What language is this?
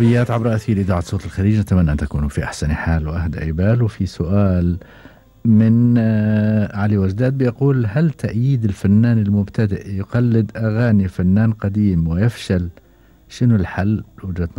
Gulf Arabic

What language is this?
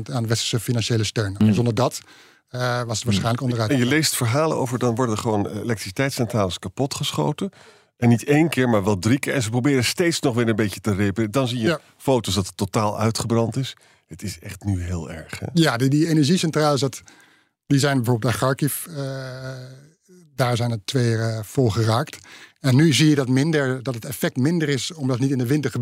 Dutch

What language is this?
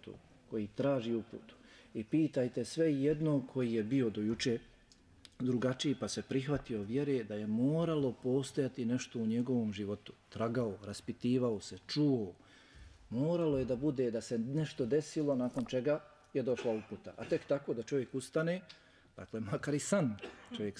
Bosnian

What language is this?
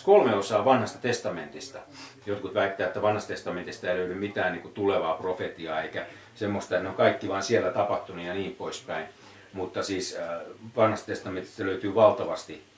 Finnish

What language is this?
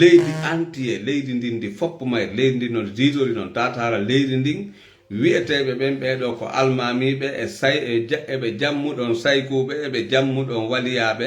Fula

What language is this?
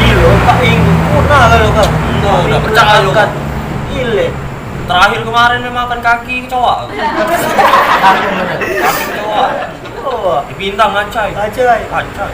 Musi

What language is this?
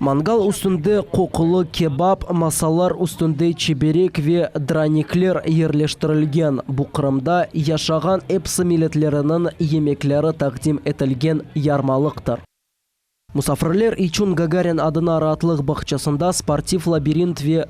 Crimean Tatar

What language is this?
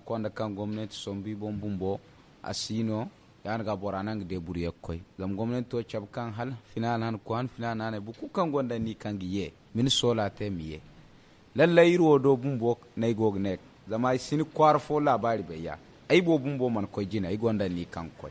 Zarma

